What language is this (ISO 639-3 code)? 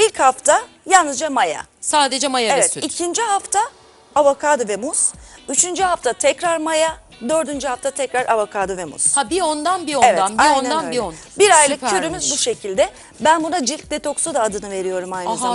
tur